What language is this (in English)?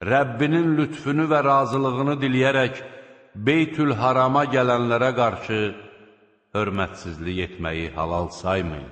Azerbaijani